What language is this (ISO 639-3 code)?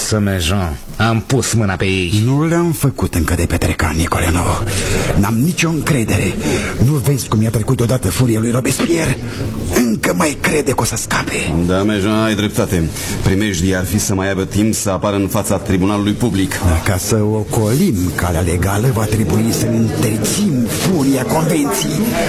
ron